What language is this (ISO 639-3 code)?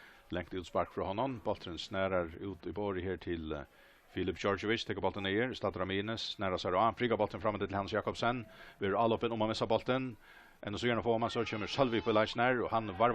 fao